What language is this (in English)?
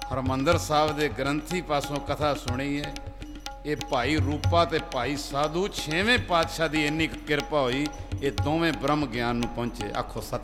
Punjabi